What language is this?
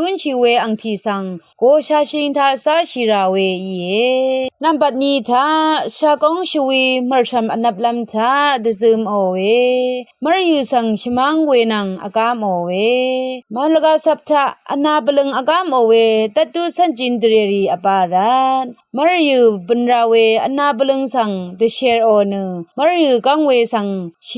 Rawang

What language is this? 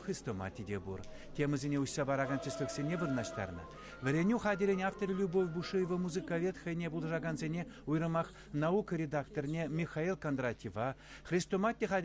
Chuvash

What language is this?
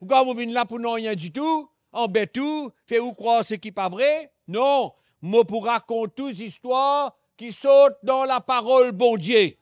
Morisyen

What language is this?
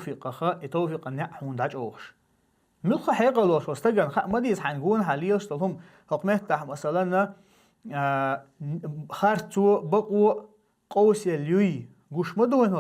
Chechen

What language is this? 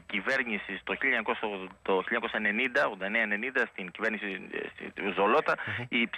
Greek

